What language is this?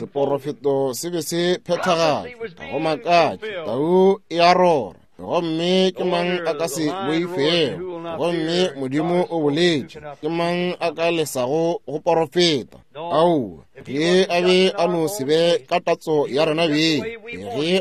Northern Sotho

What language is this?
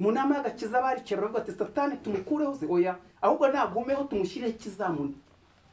Kinyarwanda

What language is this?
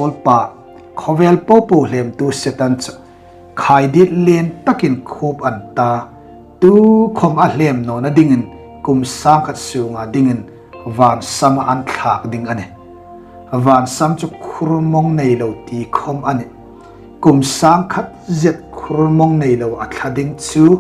Hmar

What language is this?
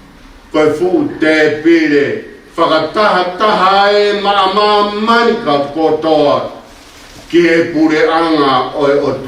Tongan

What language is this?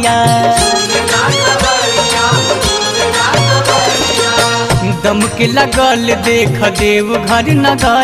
Bhojpuri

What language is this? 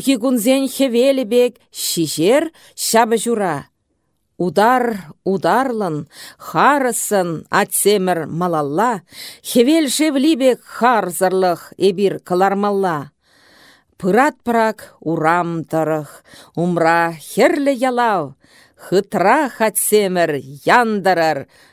Chuvash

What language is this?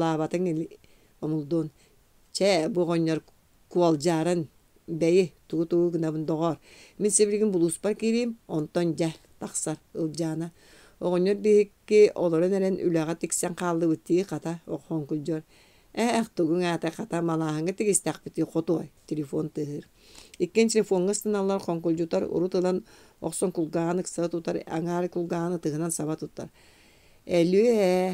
Yakut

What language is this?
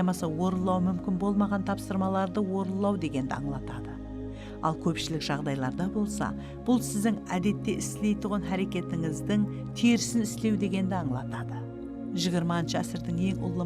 Kara-Kalpak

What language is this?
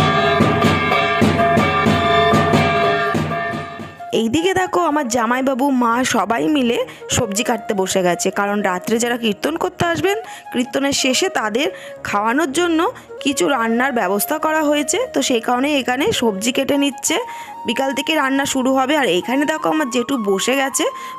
Bangla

